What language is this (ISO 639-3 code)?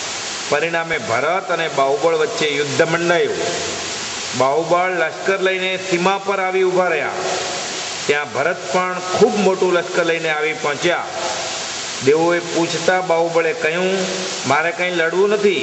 guj